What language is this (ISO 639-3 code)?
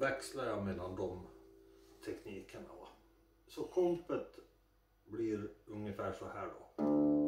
swe